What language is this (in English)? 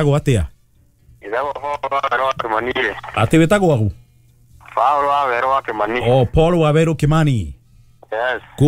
Kikuyu